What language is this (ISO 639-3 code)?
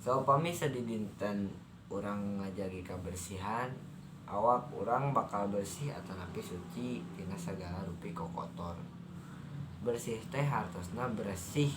sun